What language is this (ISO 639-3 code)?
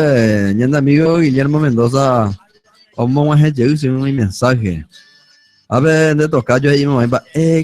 grn